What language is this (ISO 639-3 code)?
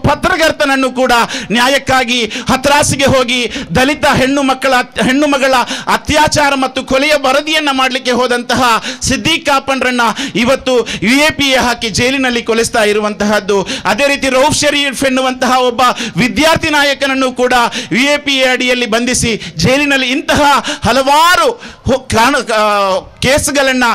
kan